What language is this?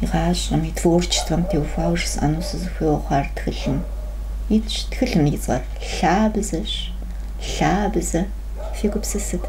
Kabardian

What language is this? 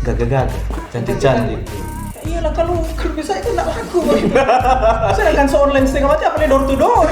Manado Malay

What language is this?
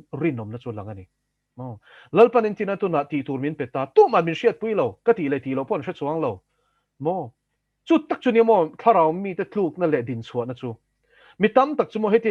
Mizo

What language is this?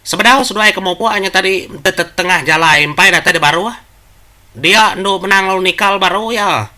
Iban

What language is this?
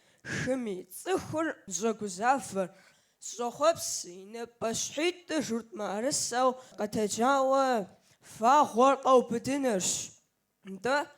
Kabardian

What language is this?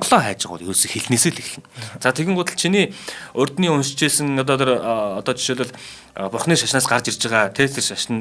Mongolian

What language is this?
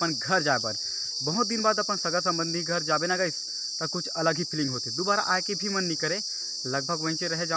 Chhattisgarhi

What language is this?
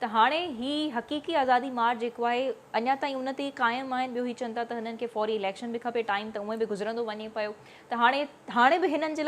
Sindhi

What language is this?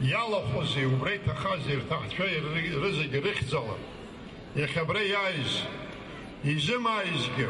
Abkhazian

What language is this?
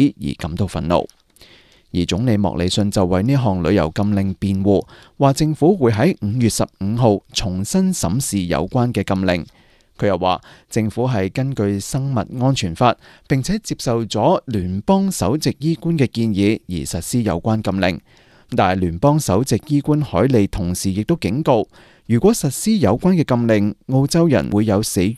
Cantonese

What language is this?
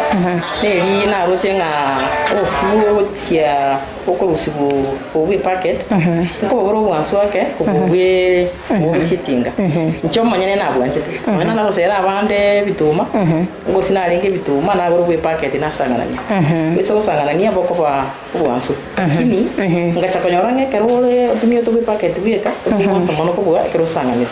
Gusii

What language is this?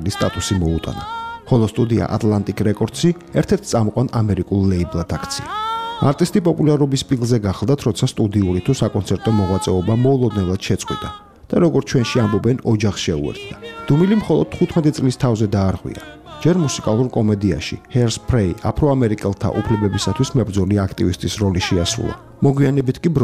Georgian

